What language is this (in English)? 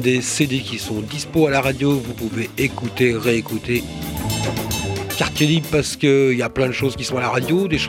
French